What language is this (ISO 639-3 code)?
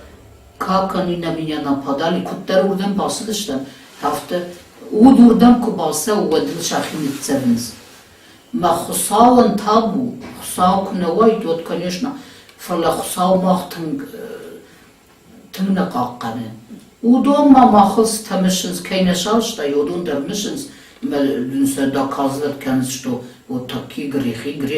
oss